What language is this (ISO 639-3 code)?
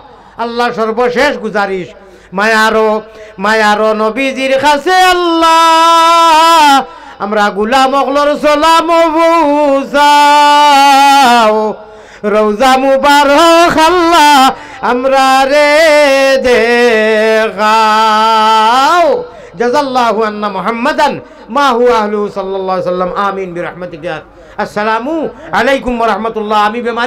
syl